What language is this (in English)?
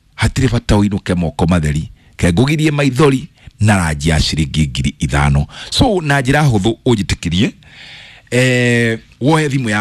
Kikuyu